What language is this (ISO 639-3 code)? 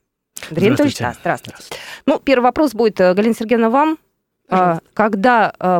rus